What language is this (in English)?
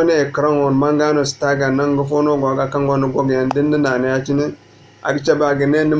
Zarma